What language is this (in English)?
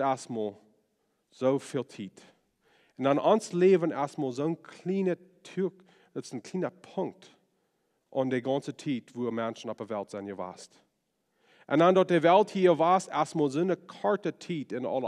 Plautdietsch